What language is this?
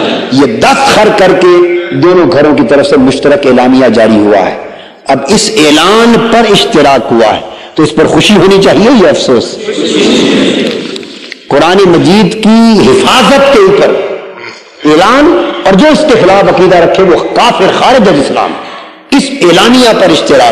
Urdu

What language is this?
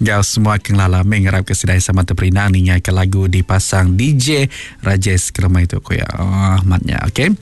Iban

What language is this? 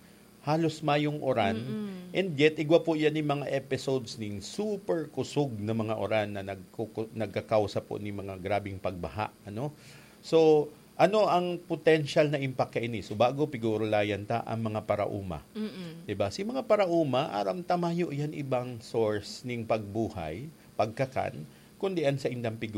Bikol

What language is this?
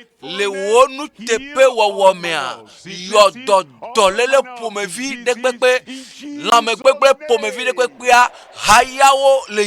Ewe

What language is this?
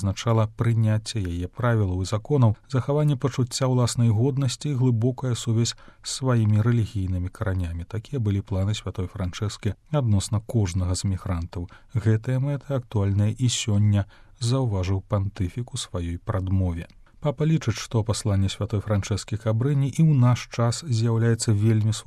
Belarusian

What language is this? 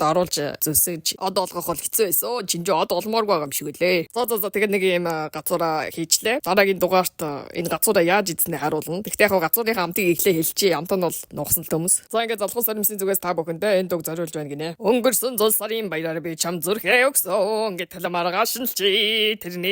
Mongolian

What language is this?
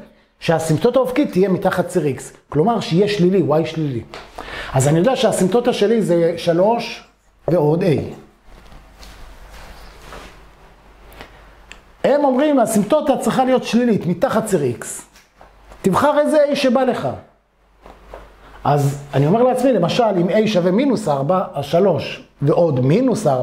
Hebrew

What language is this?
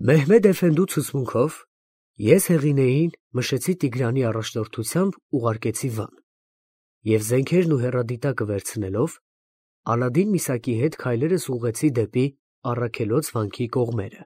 Armenian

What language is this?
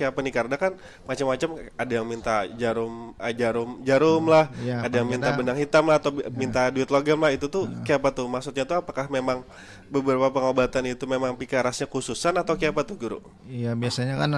Banjar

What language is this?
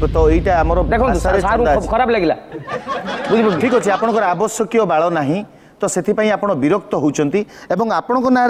Odia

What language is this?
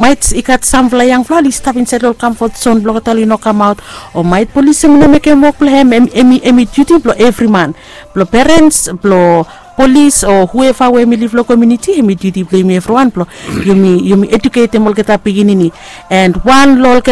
Bislama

